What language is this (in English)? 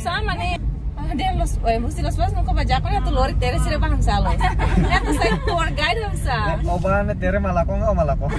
Tetum